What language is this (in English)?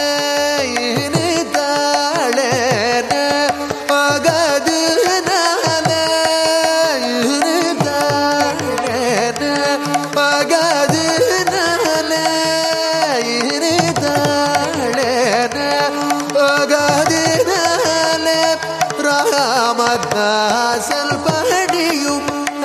Tamil